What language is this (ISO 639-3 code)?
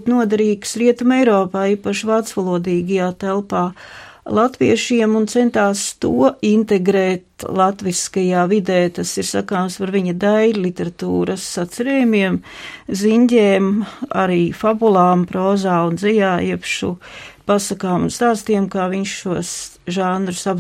lav